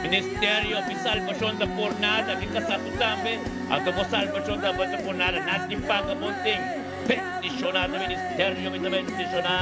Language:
Papiamento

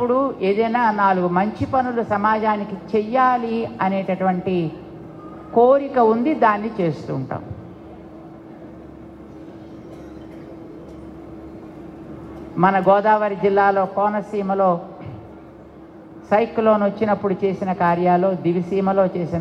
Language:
Telugu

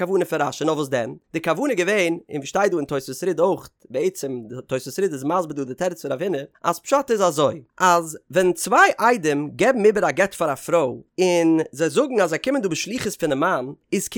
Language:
Yiddish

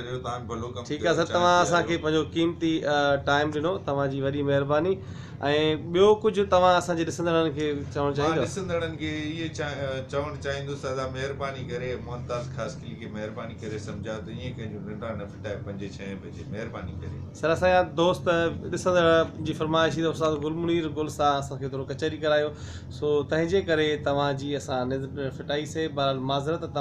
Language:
Sindhi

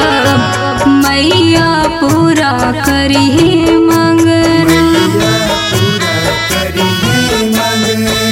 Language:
Bhojpuri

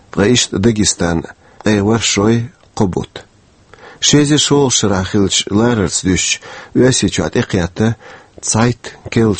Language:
Chechen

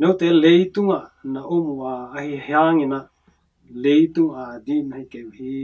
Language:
Tedim Chin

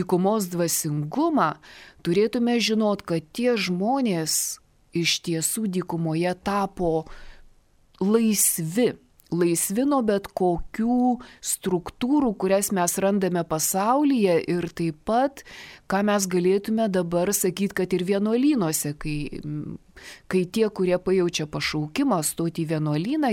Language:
Lithuanian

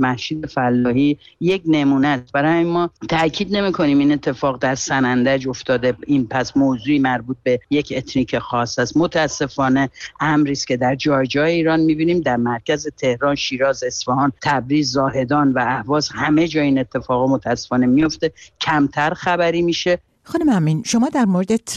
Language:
Persian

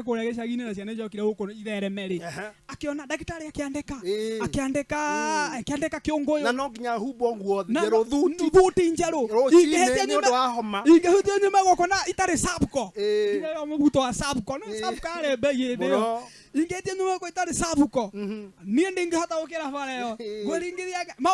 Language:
Kikuyu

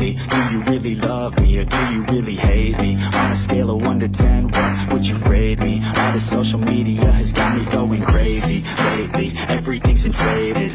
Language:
English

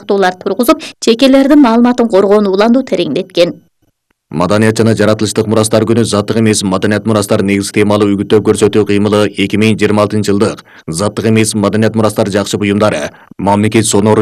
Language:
Kyrgyz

